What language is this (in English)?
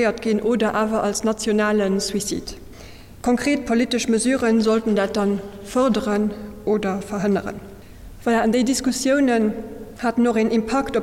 Luxembourgish